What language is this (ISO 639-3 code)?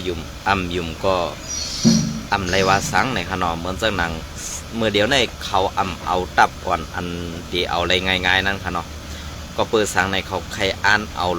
shn